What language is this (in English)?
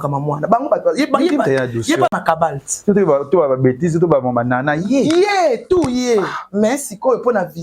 Lingala